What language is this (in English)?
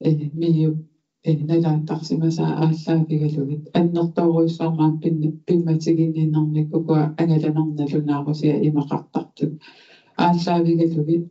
Kalaallisut